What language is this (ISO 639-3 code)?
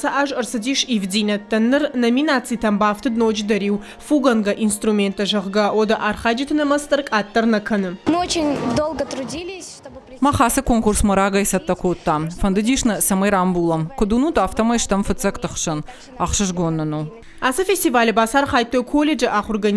oss